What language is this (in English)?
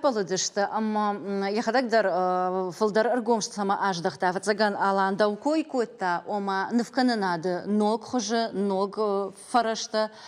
Ossetic